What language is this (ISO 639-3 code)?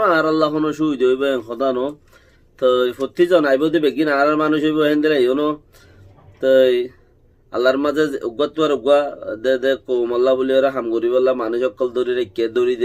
rhg